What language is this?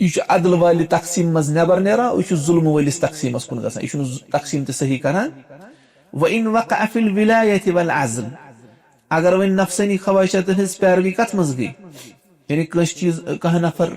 Kashmiri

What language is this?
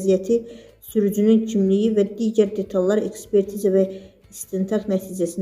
Azerbaijani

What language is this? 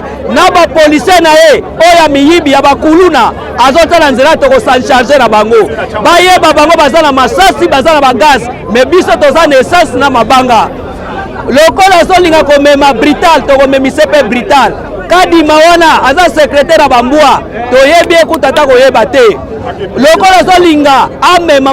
Lingala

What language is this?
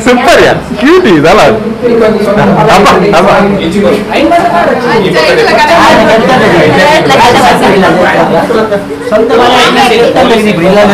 Kannada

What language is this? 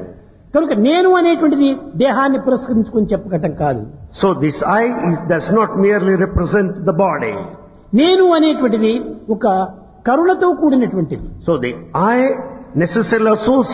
Telugu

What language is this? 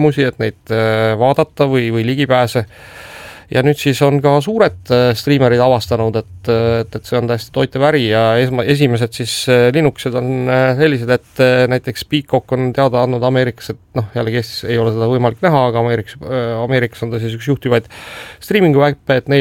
Estonian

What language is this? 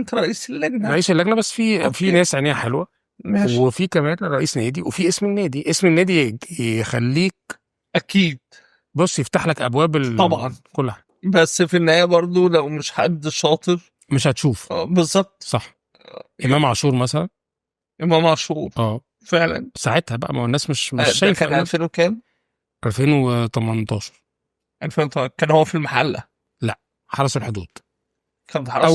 Egyptian Arabic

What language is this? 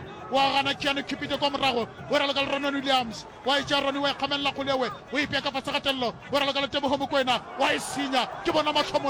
Northern Sotho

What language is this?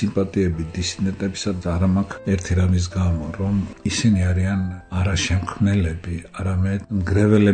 Georgian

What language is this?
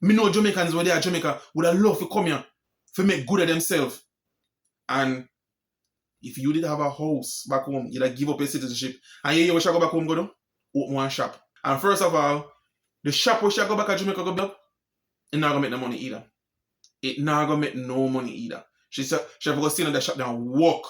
Jamaican Creole English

